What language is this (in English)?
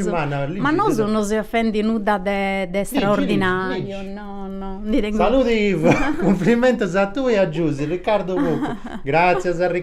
Sardinian